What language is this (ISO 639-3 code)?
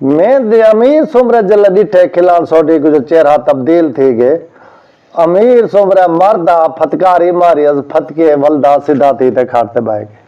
skr